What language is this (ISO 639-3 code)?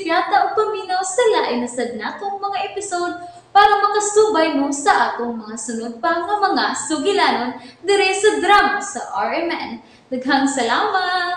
ceb